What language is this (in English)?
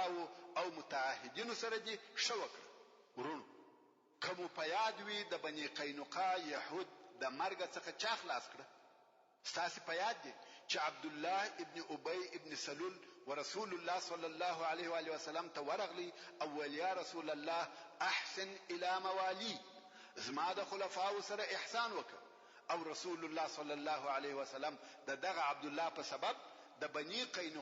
Pashto